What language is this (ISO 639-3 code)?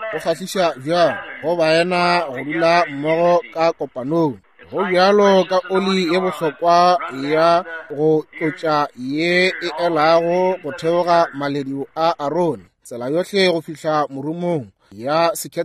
nso